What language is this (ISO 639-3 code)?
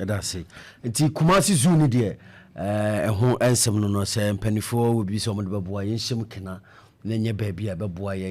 aka